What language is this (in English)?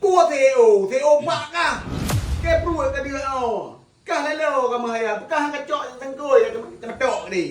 Achinese